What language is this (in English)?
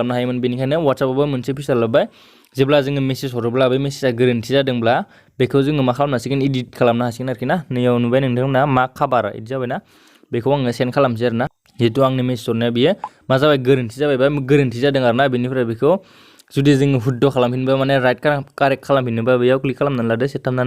Bodo